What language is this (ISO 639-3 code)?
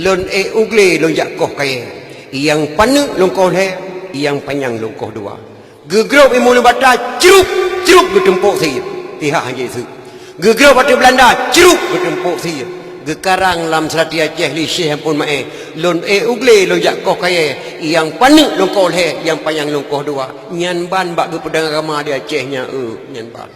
ace